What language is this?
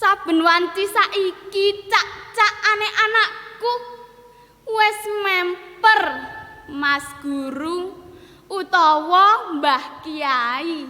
Javanese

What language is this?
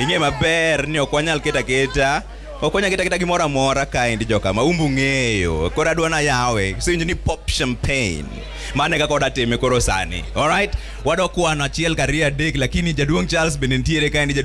Luo (Kenya and Tanzania)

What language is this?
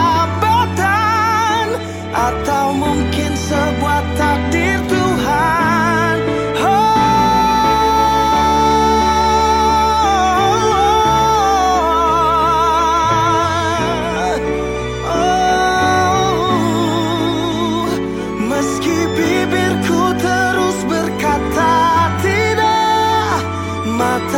Indonesian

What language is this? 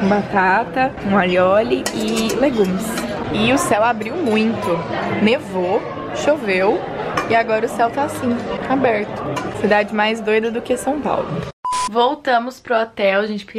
Portuguese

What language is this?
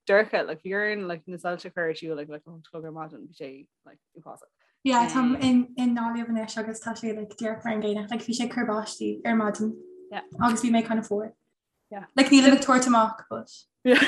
Irish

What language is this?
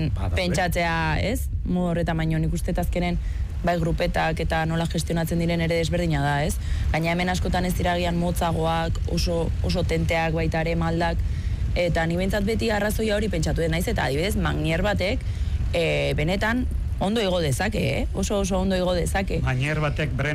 Basque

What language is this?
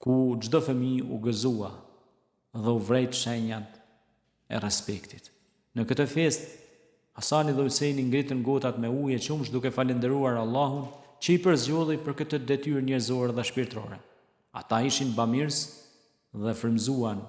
Albanian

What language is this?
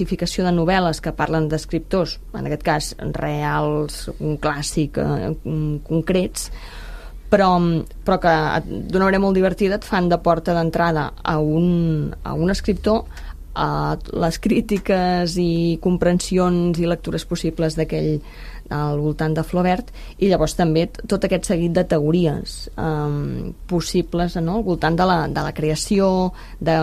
Catalan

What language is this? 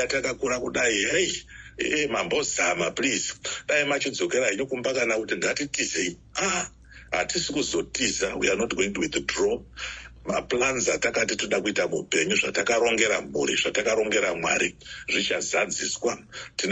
Shona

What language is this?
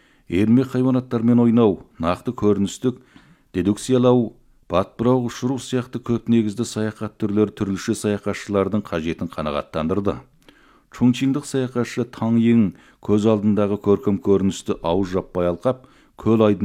Kazakh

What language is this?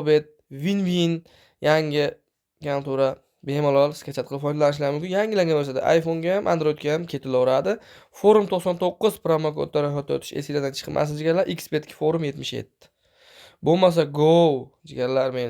Uzbek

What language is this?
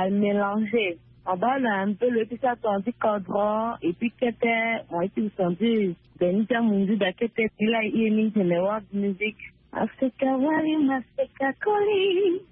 Sango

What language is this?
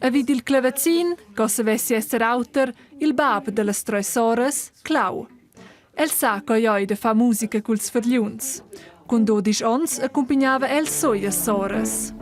Romansh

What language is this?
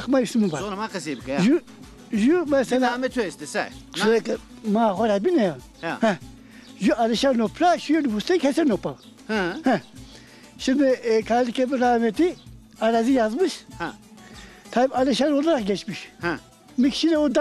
Zaza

